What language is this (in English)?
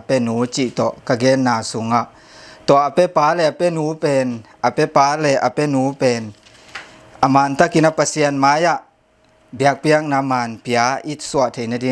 Tedim Chin